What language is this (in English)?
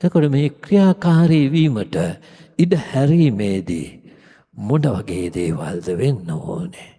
Sinhala